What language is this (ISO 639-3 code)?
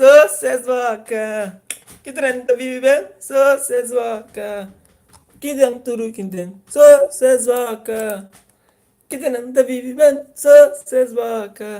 kea